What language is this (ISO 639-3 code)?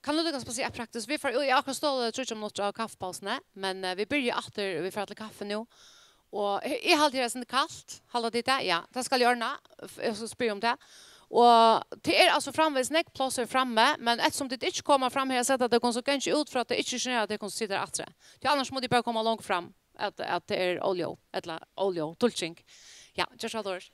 fao